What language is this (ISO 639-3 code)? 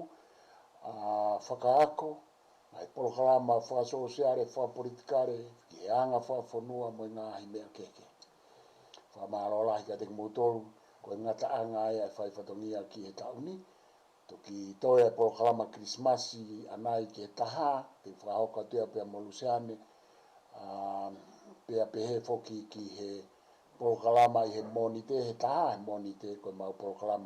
ton